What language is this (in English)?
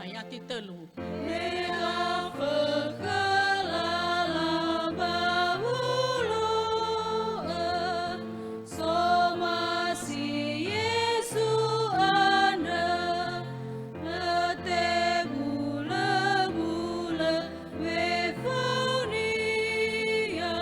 Nias